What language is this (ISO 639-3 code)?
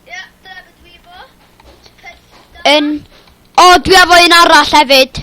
cym